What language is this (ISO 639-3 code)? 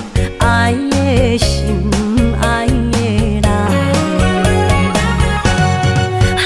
nan